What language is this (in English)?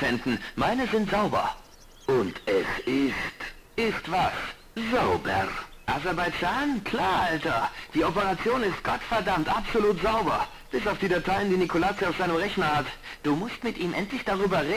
Bavarian